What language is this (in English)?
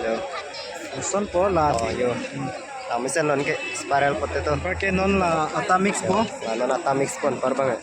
Karbi